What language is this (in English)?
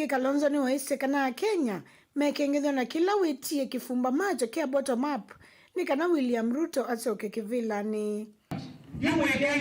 Kamba